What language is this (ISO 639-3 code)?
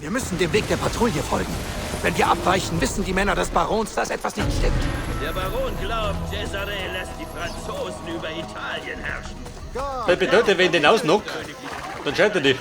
bar